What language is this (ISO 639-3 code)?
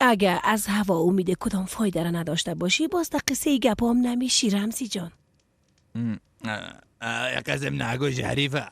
fas